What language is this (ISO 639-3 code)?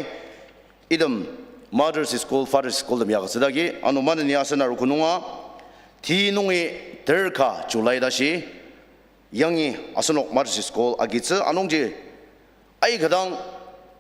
njo